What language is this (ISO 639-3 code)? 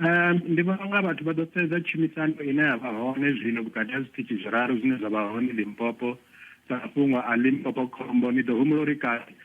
ven